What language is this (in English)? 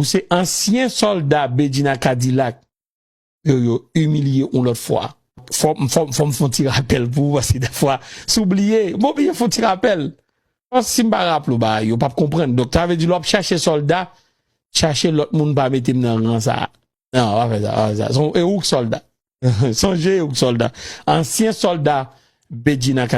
Haitian Creole